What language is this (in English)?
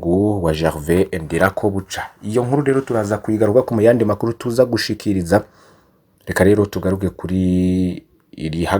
Rundi